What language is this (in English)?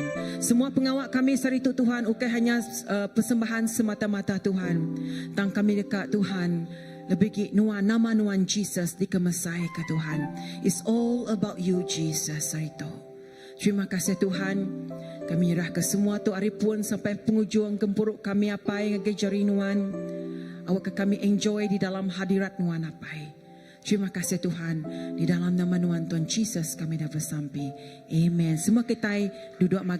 Iban